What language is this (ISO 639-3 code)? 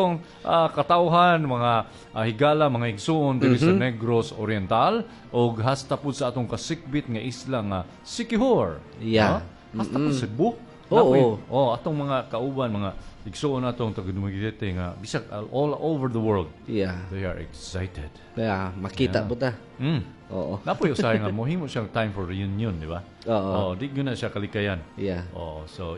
ceb